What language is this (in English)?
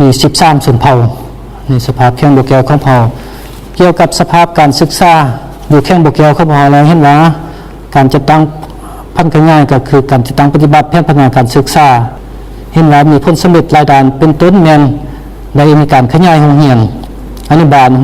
Lao